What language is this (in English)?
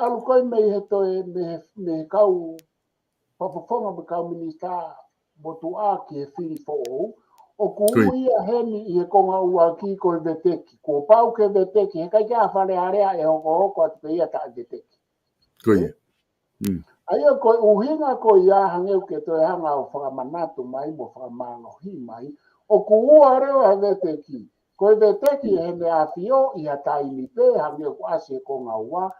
Tongan